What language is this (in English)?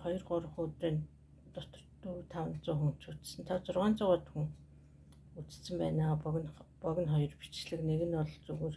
Mongolian